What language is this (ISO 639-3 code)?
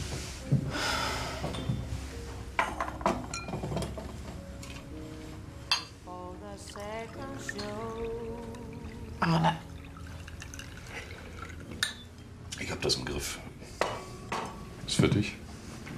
deu